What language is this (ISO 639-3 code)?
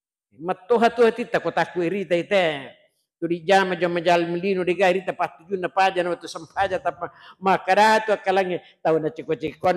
bug